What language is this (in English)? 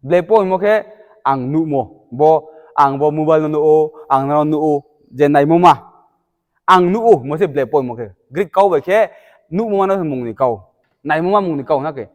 Riang (India)